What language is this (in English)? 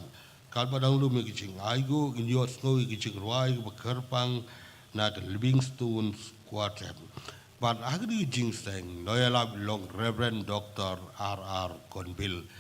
Khasi